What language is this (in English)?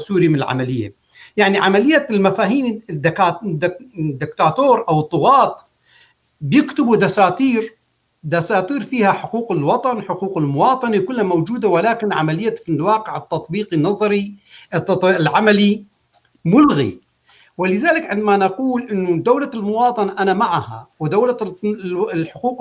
North Levantine Arabic